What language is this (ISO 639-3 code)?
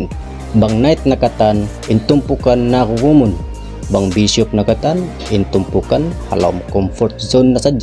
tsg